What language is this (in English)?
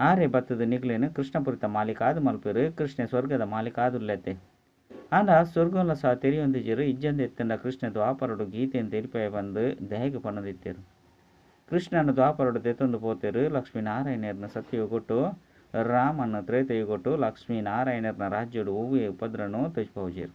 Tulu